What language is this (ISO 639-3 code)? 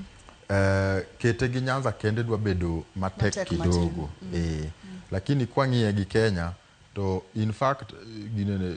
luo